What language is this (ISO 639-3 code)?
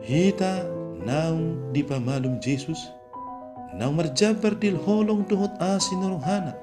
bbc